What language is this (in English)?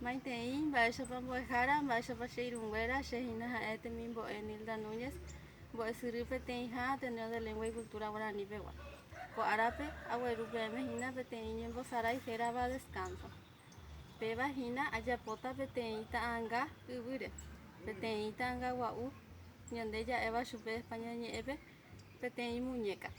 Guarani